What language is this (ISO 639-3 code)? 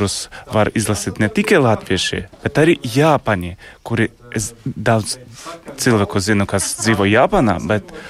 lav